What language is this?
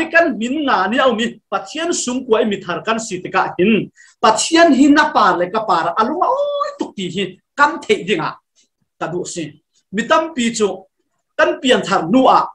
Falam Chin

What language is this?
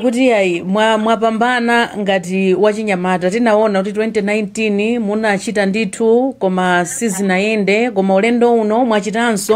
Nyanja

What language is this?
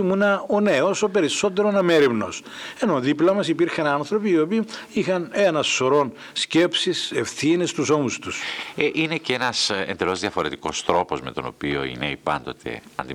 Greek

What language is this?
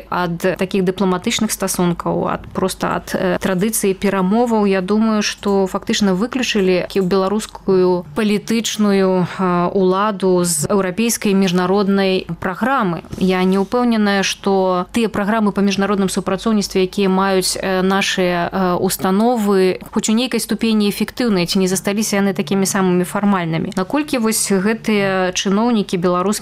Belarusian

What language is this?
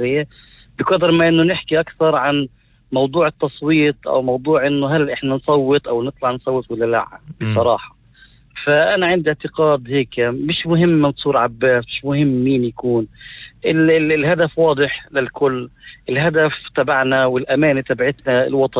North Levantine Arabic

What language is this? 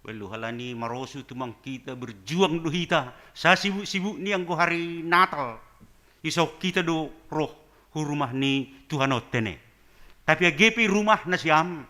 Batak Simalungun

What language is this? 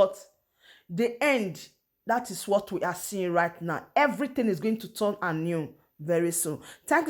Nigerian Pidgin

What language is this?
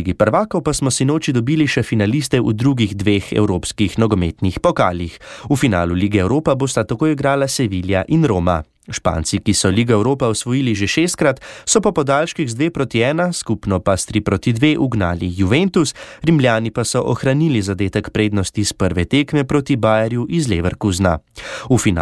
Slovenian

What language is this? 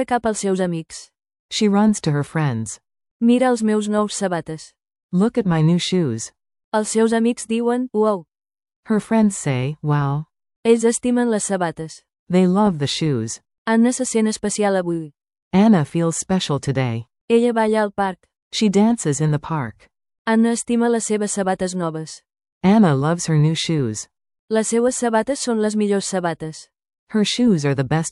Catalan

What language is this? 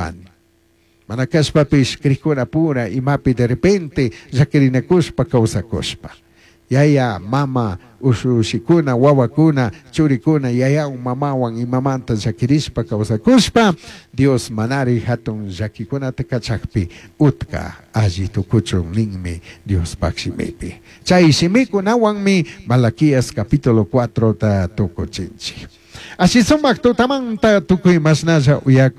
Chimborazo Highland Quichua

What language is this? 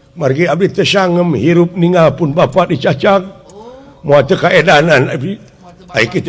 Sundanese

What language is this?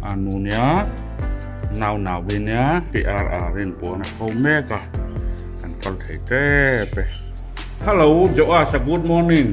Mizo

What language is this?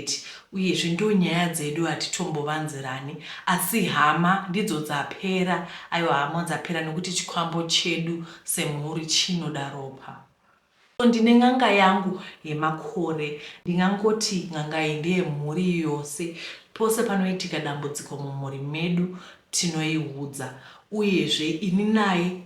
Shona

